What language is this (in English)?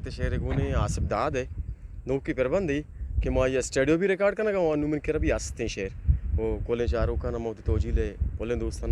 Eastern Balochi